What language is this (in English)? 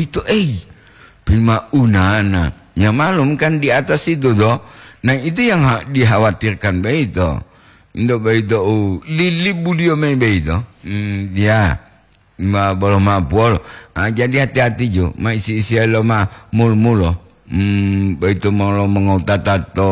Gorontalo